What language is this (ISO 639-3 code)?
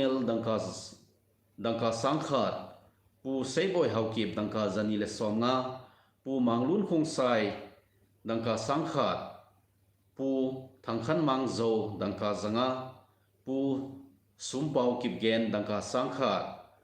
tcz